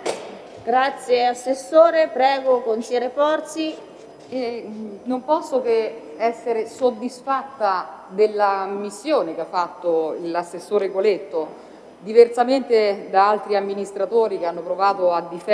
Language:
Italian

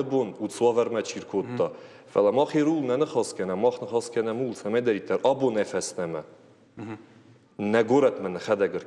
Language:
Ossetic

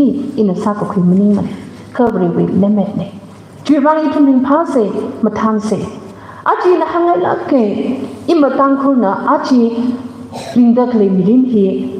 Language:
Tangkhul Naga (India)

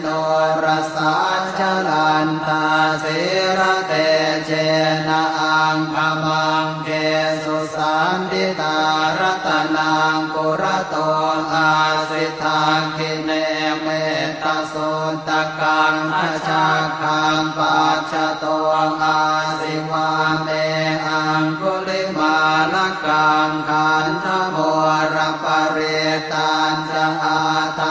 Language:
Pali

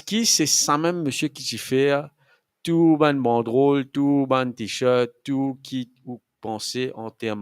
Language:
Morisyen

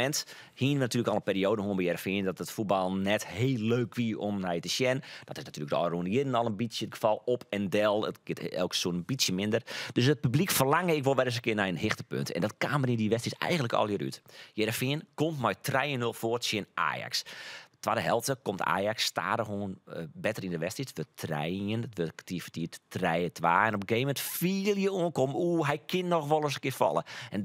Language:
Western Frisian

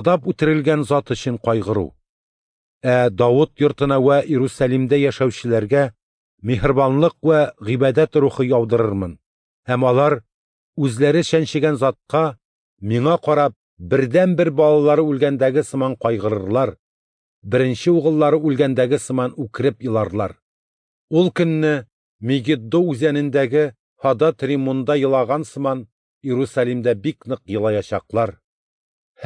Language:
Tatar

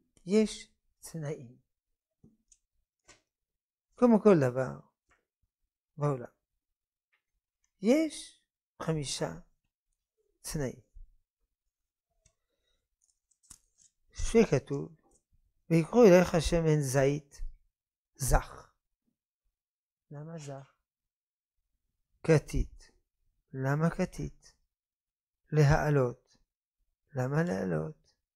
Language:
Hebrew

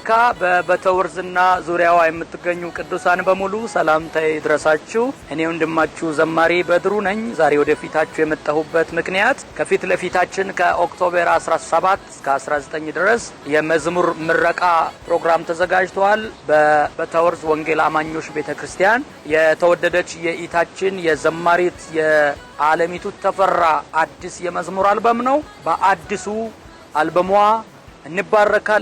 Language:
Amharic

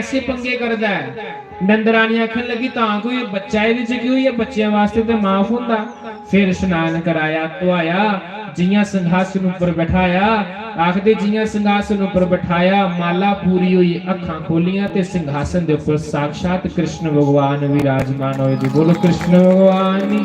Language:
Dogri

